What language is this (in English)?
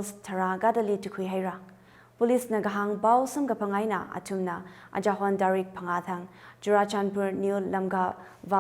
Tangkhul Naga (India)